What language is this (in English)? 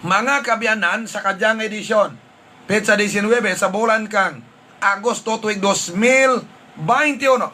Hiligaynon